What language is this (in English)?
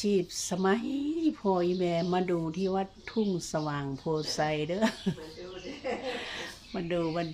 Lao